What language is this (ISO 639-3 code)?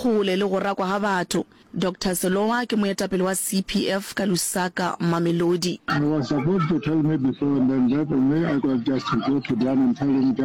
nso